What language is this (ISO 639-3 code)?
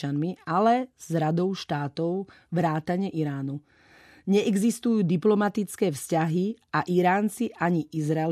slk